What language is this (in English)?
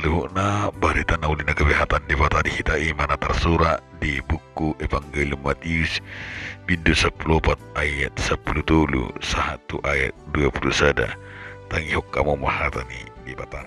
Batak Toba